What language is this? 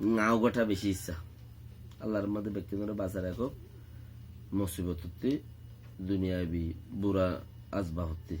Rohingya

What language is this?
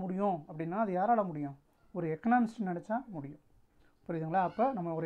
Tamil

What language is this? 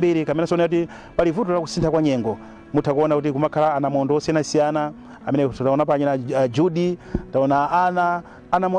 Nyanja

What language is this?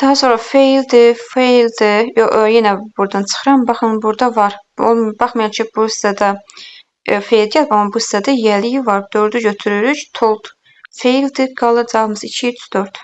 Azerbaijani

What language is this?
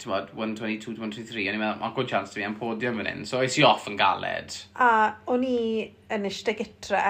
Welsh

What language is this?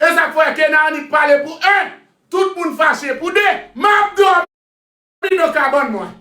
Haitian Creole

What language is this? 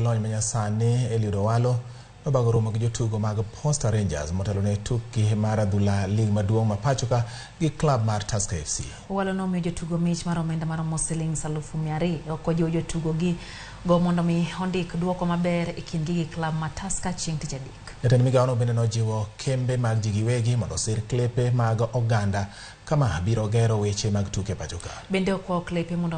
Luo (Kenya and Tanzania)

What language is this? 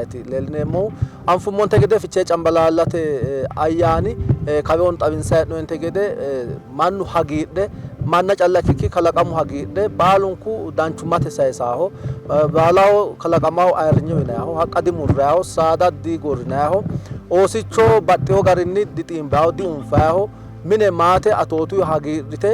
Sidamo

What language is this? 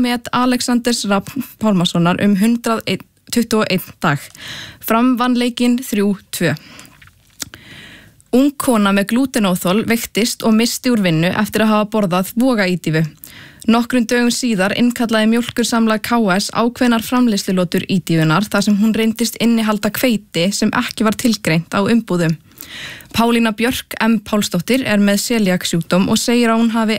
Icelandic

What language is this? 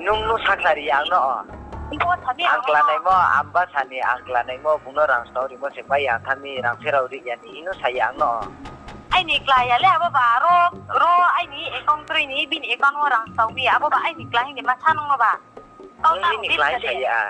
Riang (India)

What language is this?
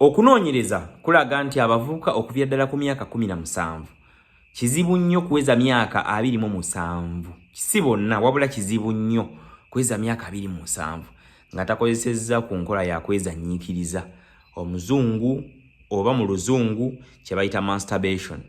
Ganda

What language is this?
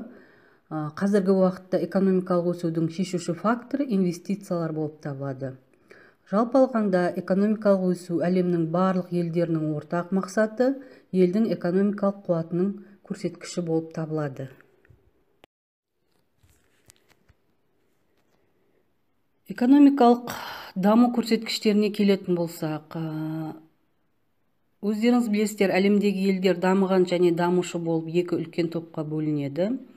Kazakh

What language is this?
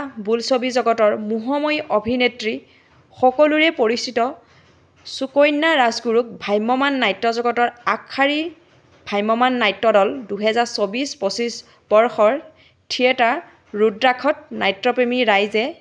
Assamese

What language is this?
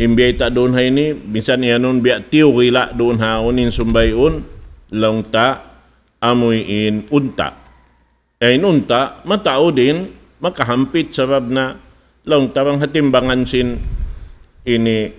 Tausug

